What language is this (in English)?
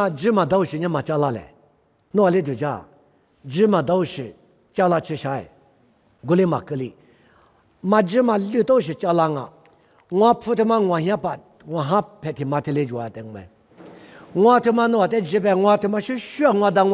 Lisu